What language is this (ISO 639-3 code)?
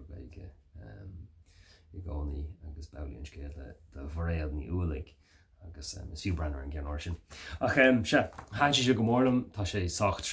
gle